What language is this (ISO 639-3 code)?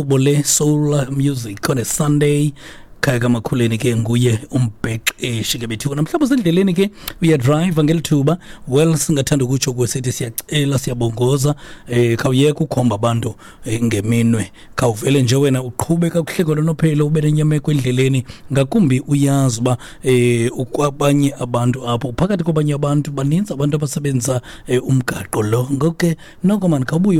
xho